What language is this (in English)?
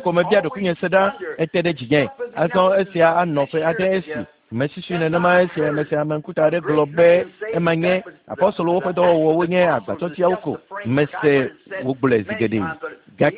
Ewe